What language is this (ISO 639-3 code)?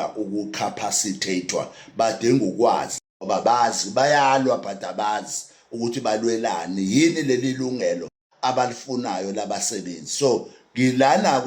zul